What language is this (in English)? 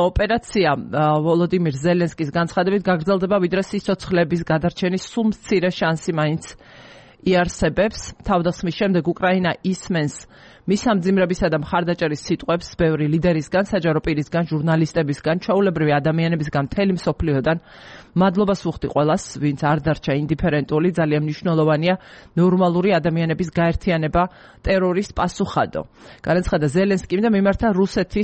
Georgian